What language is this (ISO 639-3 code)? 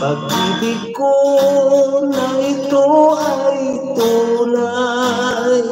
hil